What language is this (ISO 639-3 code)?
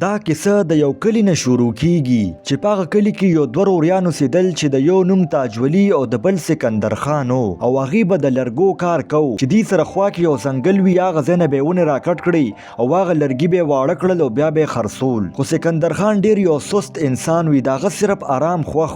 pus